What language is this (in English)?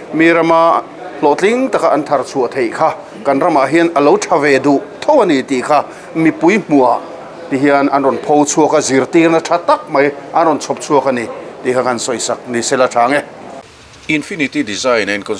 Mizo